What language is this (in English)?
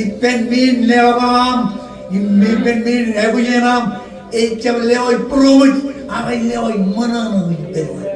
Marshallese